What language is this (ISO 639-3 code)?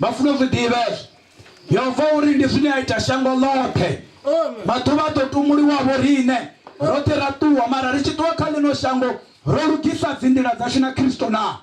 ven